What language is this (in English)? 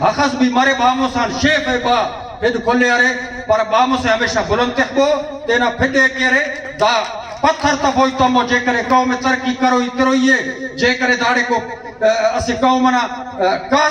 Brahui